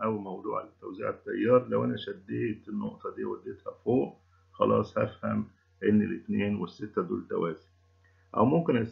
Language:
Egyptian Arabic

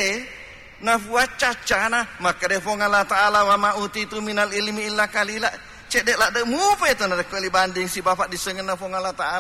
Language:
Buginese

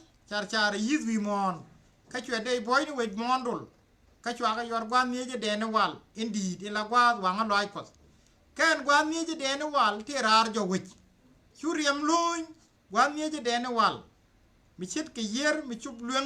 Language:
Nuer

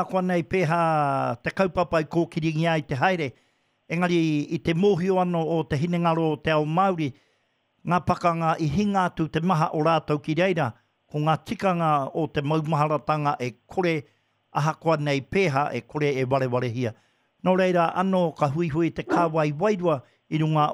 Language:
Māori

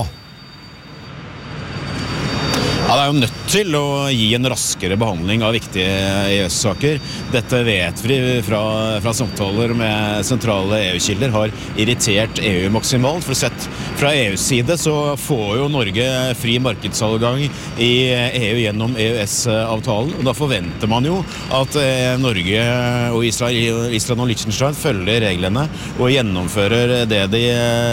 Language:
Norwegian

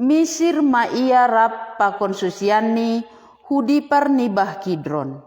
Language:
Batak Simalungun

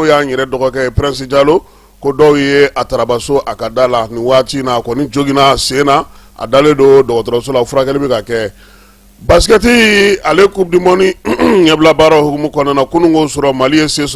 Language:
Bambara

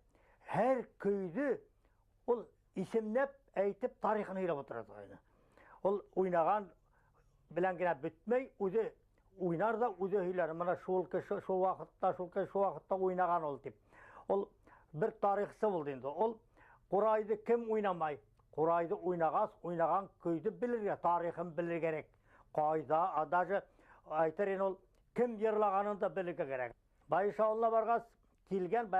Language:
Bashkir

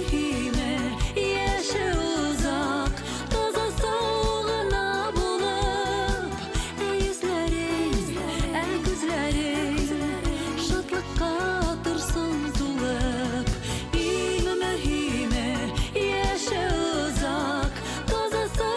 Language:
Bashkir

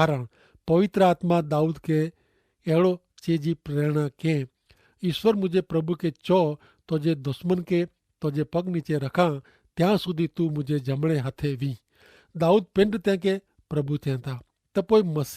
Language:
Kachhi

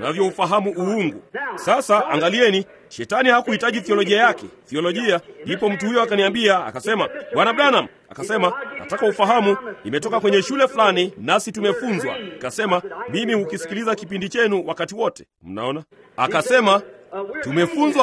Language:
Swahili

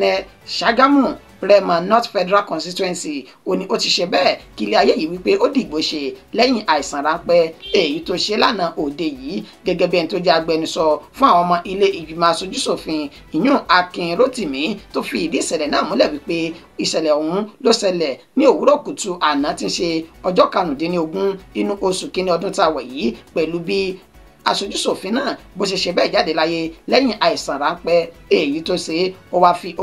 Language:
Yoruba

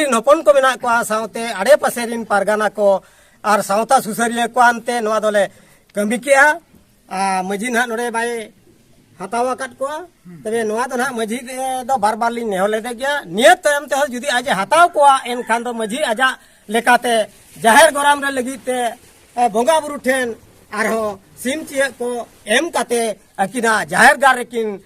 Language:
Santali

